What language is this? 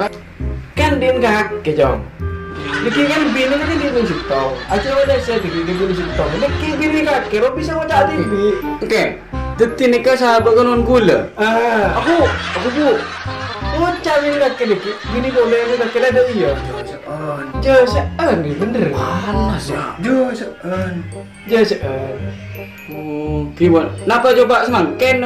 Madurese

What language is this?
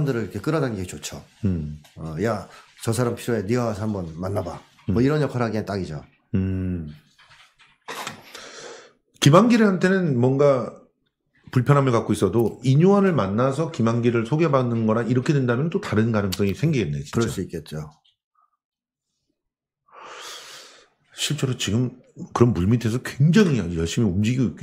Korean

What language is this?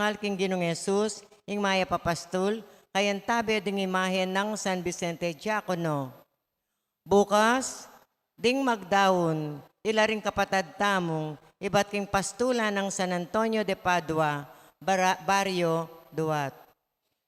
Pampanga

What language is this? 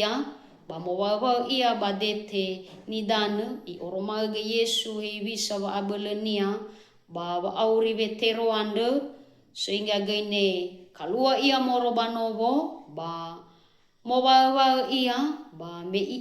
Nias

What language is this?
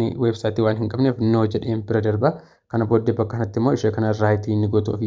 Oromo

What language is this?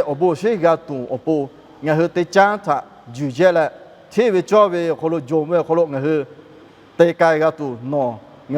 Lahu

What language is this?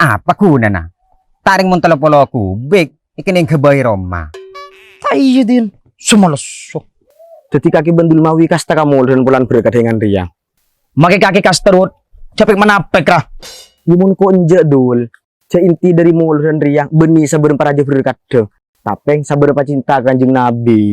Madurese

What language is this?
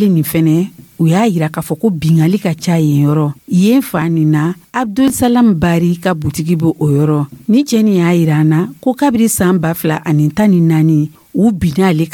Dyula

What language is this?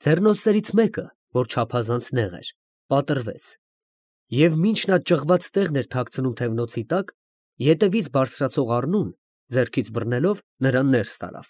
Armenian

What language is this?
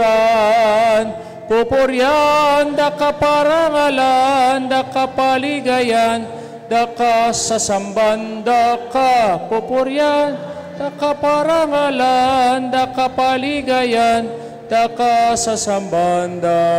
Pampanga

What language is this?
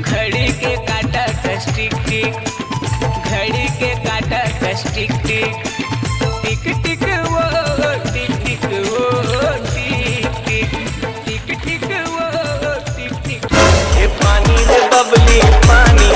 Chhattisgarhi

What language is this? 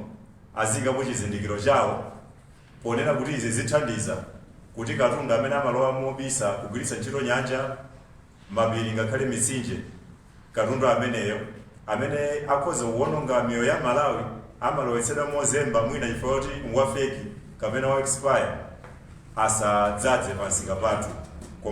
Nyanja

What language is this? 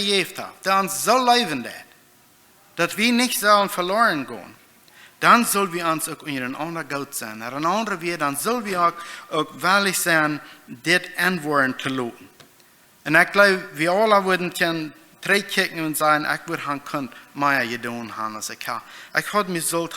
Plautdietsch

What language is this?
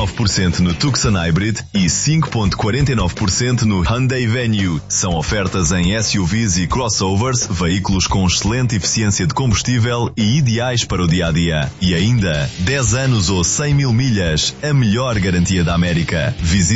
Portuguese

